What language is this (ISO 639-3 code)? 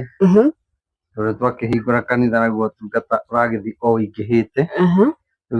kik